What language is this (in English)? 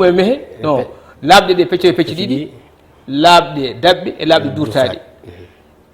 Fula